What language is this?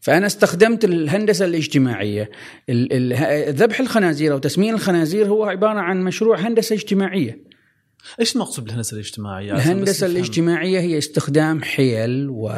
Gulf Arabic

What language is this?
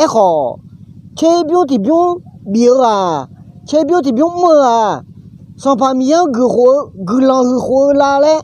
Akha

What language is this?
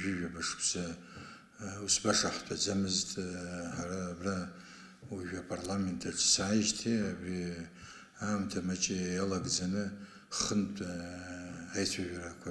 Abkhazian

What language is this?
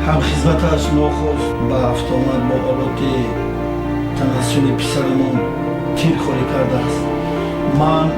Tajik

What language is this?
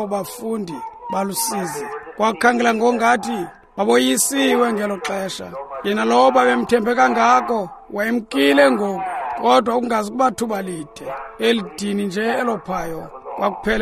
Xhosa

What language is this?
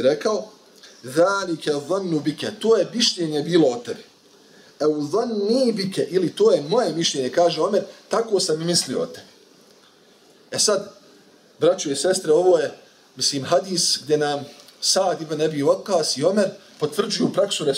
Bosnian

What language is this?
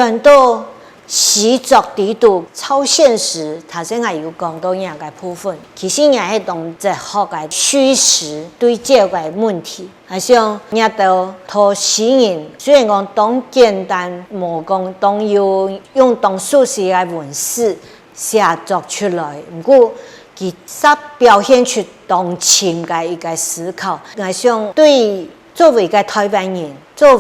Hakka Chinese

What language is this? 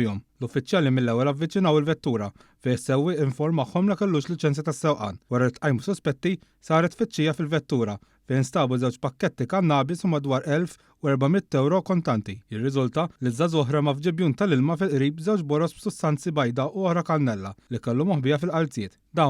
Maltese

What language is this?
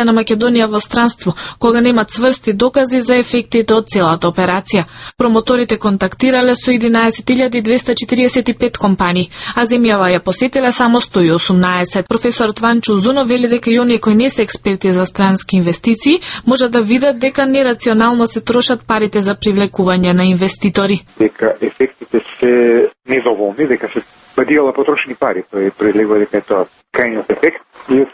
Macedonian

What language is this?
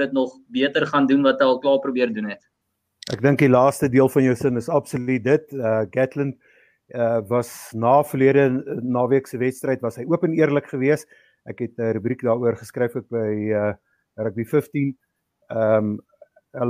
Afrikaans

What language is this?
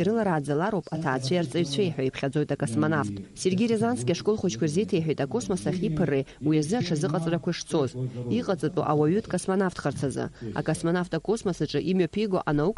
Abkhazian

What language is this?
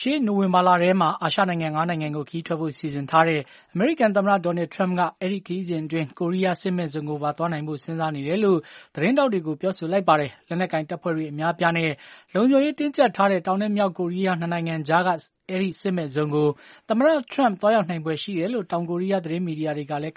Burmese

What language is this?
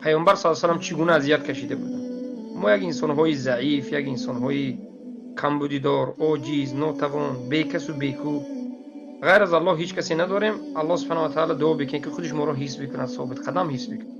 Tajik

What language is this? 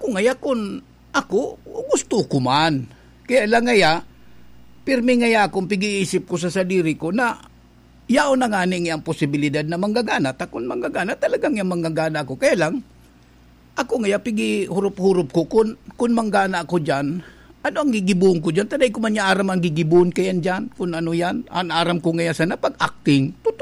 Bikol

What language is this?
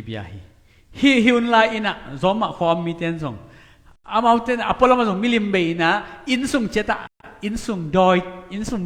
Tedim Chin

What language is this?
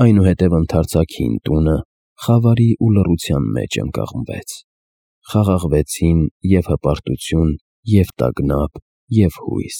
Armenian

